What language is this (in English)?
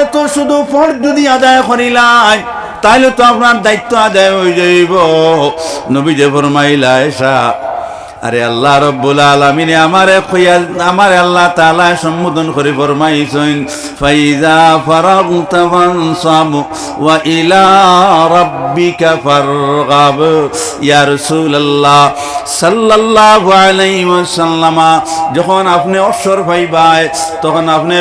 Sylheti